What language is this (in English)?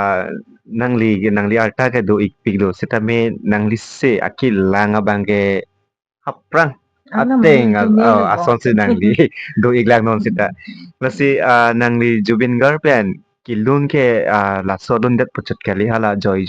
Karbi